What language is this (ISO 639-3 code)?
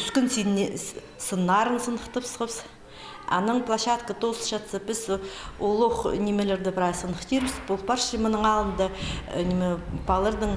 kjh